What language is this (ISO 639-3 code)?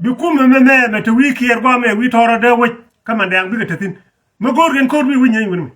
nus